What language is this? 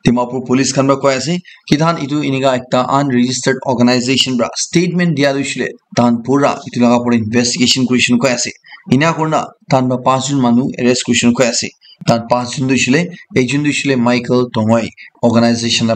Naga Pidgin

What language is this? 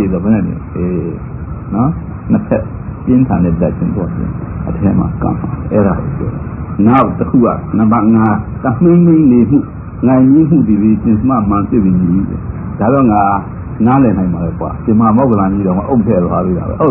Burmese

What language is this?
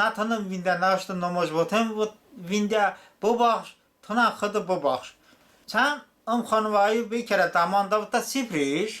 Talysh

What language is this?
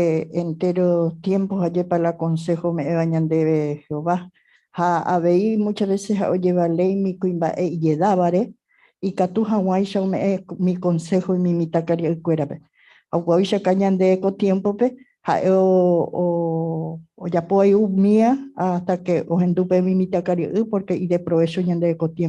Guarani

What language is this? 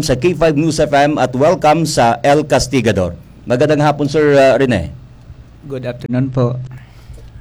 Filipino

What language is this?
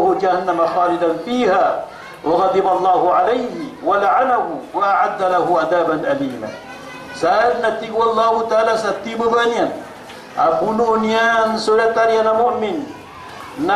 Maranao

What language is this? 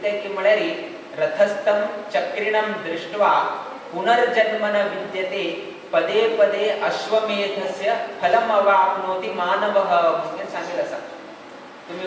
Konkani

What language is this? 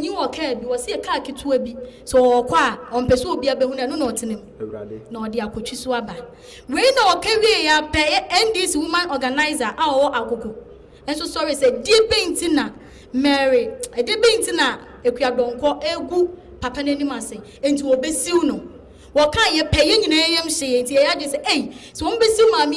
Akan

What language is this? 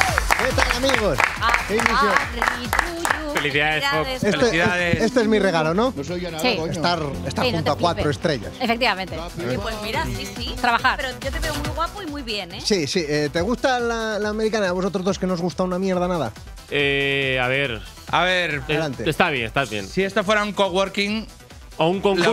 Spanish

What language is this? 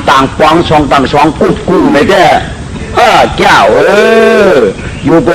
Shan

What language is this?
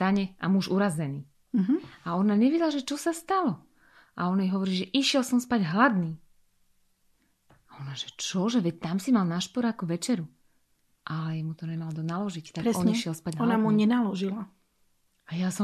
Slovak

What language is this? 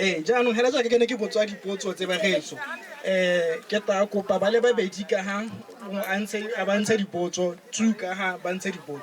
Tswana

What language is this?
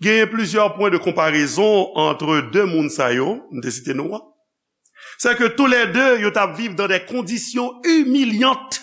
Haitian Creole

